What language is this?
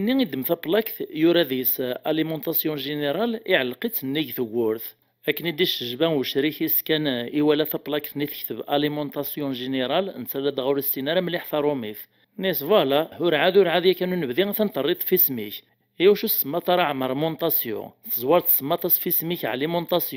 Kabyle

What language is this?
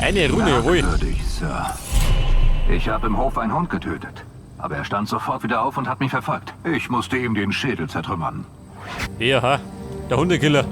Bavarian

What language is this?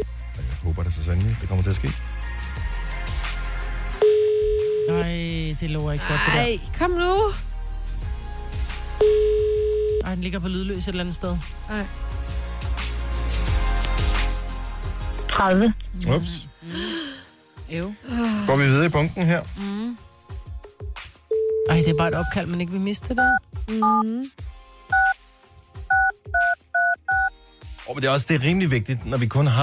Danish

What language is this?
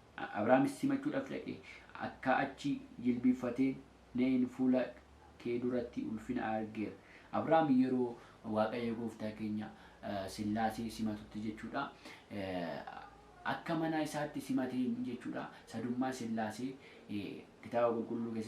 Oromo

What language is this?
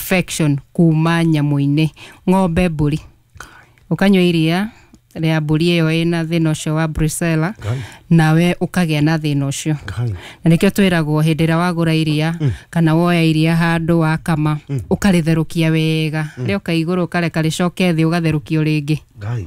Kikuyu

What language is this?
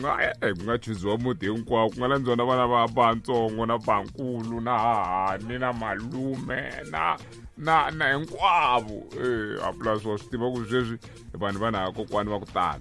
Tsonga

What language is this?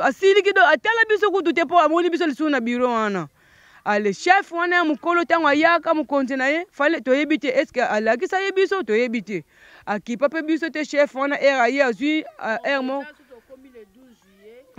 Lingala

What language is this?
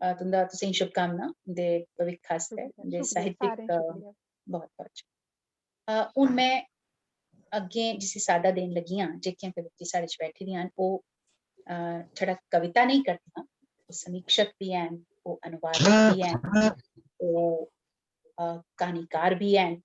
Dogri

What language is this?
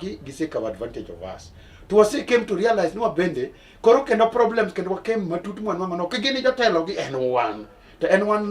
Luo (Kenya and Tanzania)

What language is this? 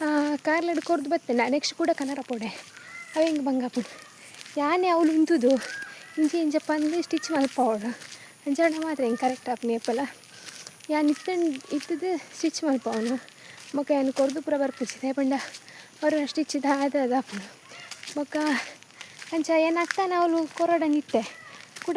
Tulu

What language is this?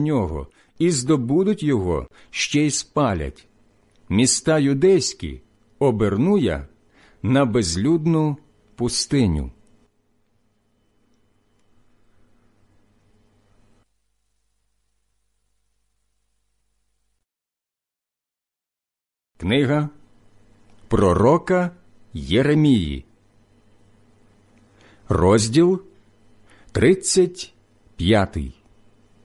Ukrainian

